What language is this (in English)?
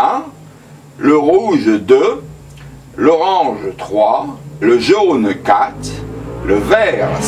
French